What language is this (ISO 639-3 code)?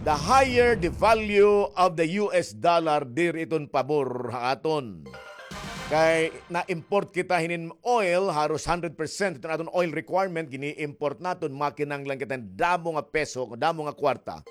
war